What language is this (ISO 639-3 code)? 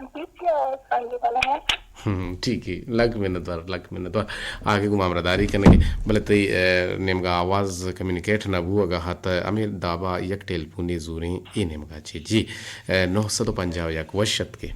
bgp